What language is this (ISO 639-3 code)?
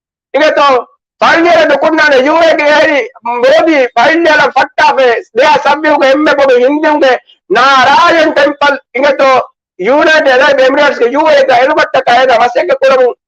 div